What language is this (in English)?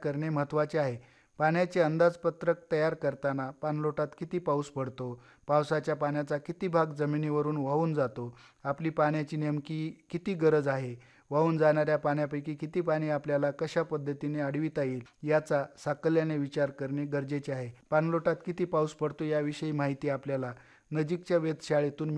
Marathi